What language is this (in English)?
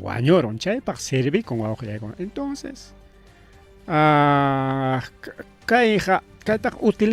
Ayacucho Quechua